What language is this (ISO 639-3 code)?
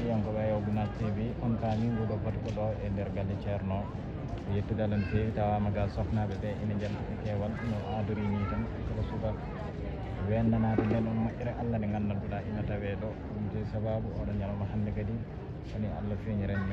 ful